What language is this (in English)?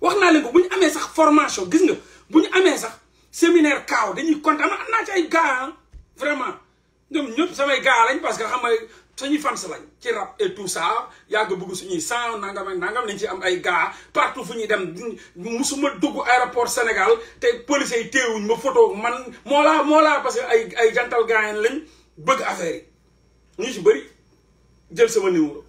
Wolof